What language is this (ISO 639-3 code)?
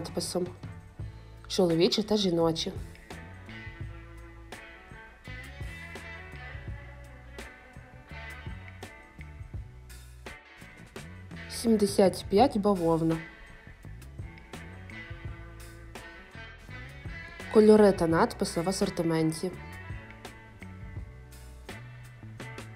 ukr